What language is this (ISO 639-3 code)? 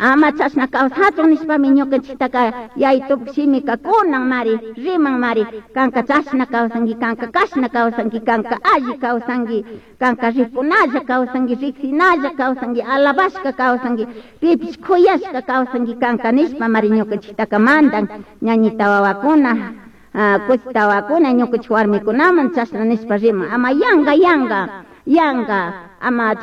qug